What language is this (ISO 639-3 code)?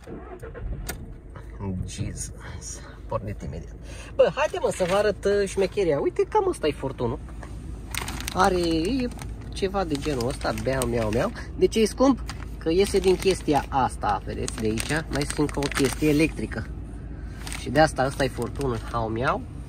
ron